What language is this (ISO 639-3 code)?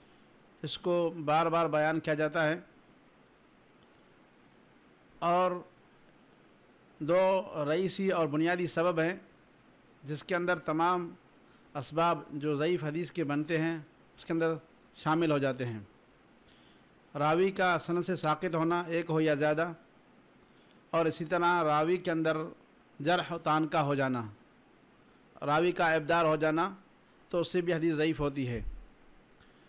urd